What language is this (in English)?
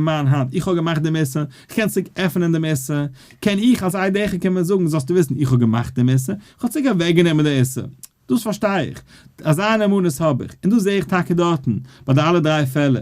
Yiddish